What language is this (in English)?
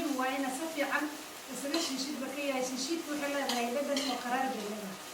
Somali